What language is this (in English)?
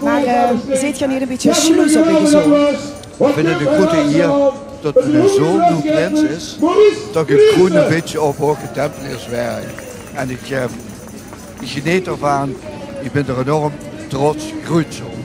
Limburgish